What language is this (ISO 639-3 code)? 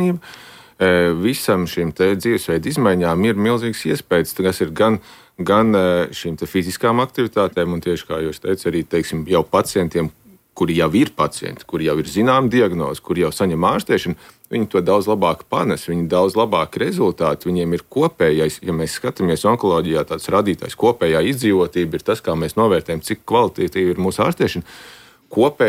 lav